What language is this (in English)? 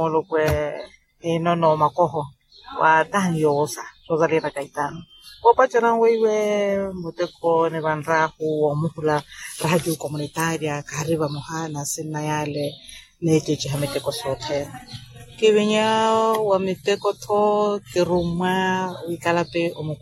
Makhuwa